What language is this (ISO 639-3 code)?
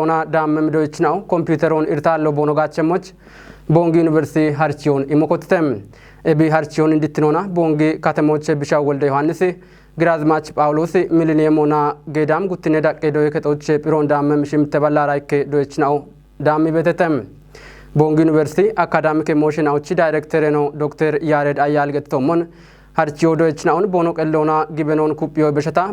kbr